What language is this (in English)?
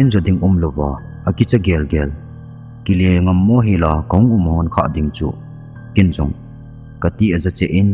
Thado Chin